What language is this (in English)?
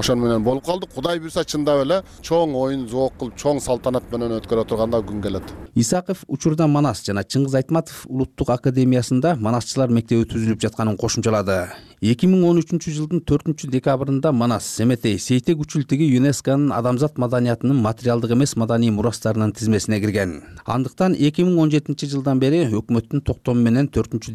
Kyrgyz